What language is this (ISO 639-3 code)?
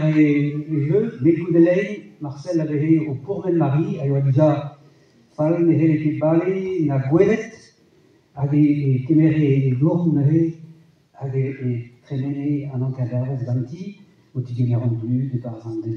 bre